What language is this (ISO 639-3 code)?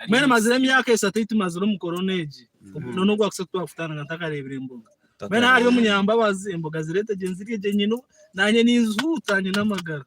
nyn